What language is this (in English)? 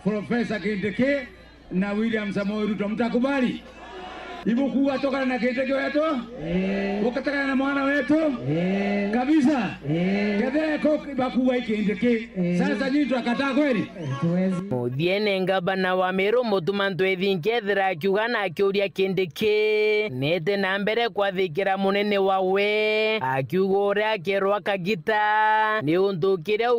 Meru